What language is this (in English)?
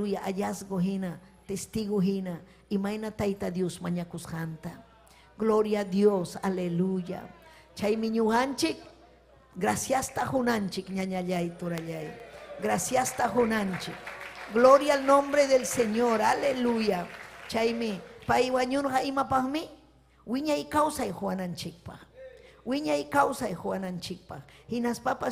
Ayacucho Quechua